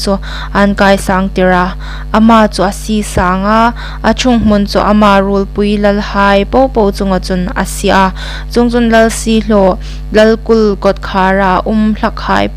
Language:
Hmar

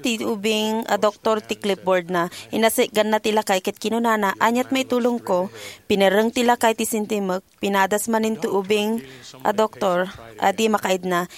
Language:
Iloko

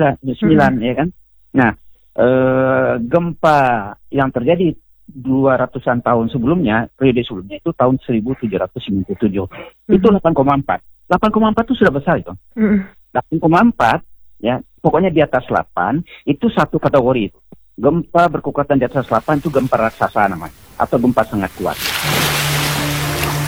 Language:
Indonesian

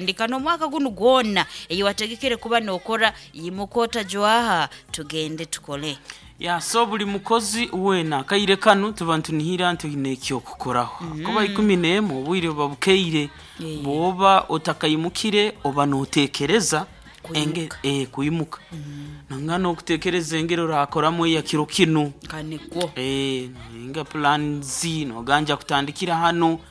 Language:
Nyankole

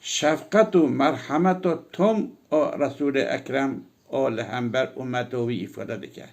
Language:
Kurdish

